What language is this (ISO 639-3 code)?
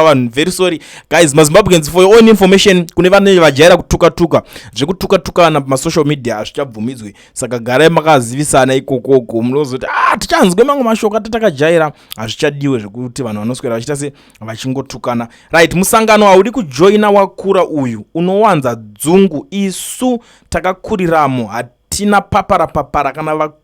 sna